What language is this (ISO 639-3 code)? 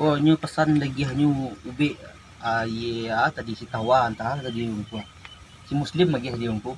min